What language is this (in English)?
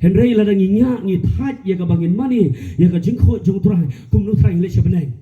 Khasi